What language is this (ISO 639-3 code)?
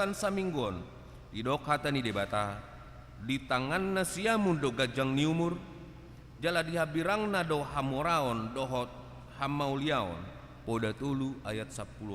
bbc